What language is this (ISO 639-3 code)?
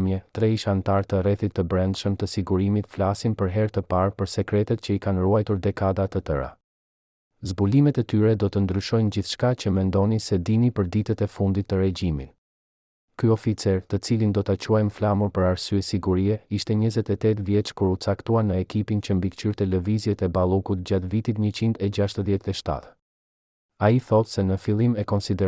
sqi